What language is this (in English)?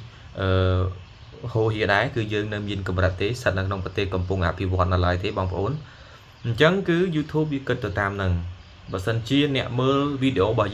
Khmer